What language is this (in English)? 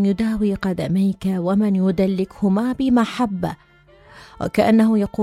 Mesopotamian Arabic